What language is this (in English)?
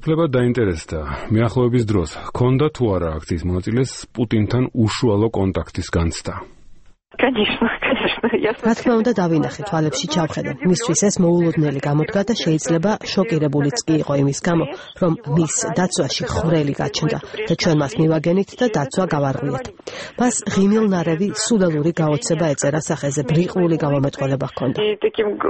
Georgian